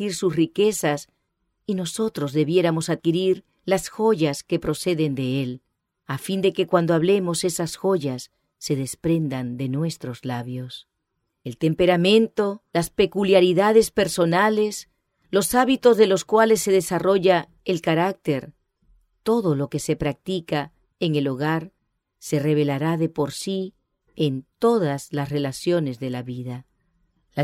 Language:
Spanish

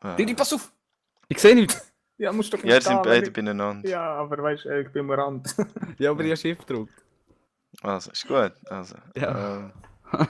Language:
Swiss German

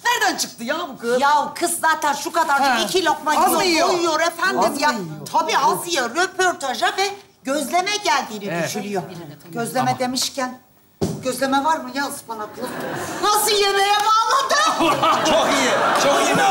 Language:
Turkish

